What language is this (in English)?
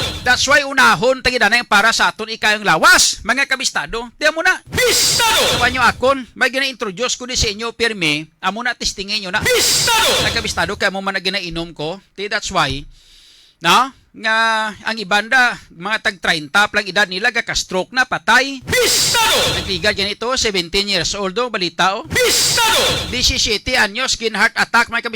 Hiligaynon